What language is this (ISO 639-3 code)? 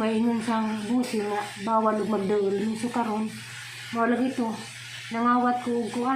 ceb